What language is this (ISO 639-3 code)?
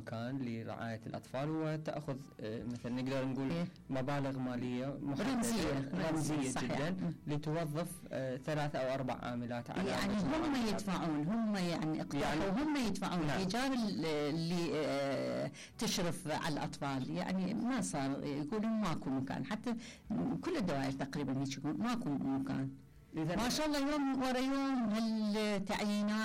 acm